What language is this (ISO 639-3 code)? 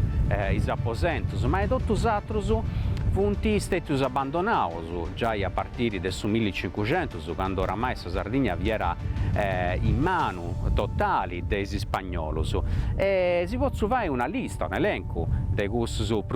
srd